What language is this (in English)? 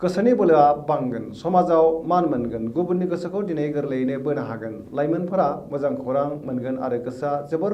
Bodo